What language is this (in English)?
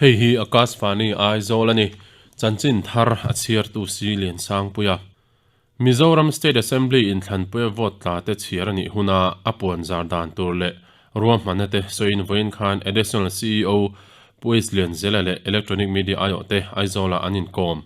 Mizo